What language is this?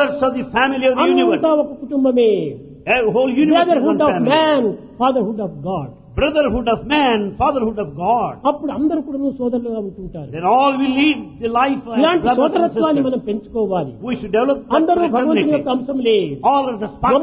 Telugu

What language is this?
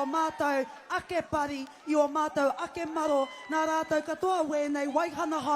Māori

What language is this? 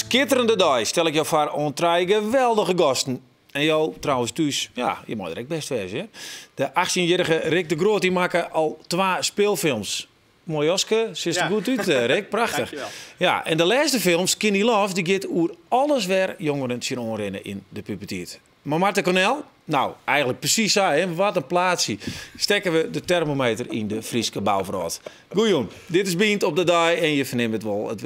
Western Frisian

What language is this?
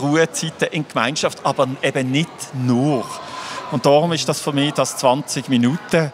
Swiss German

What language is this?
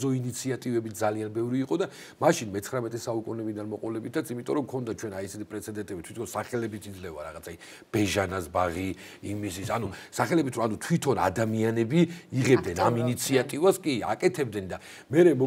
Georgian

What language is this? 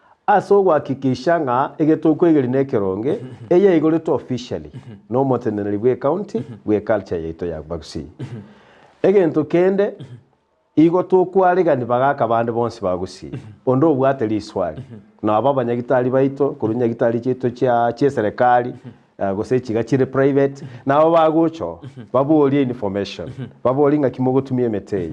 Gusii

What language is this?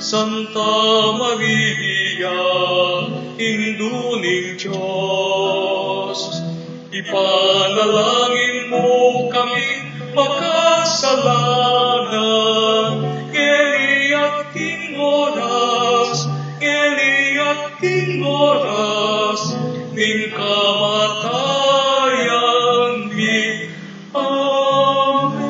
Pampanga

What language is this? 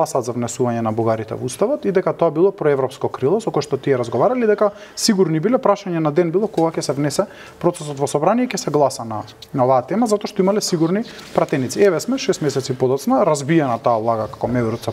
Macedonian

